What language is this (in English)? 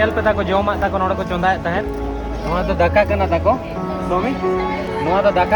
Santali